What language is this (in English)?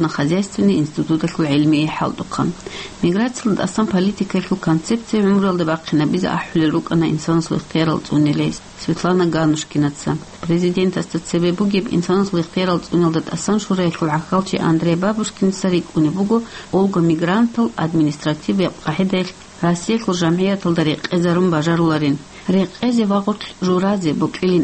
Avaric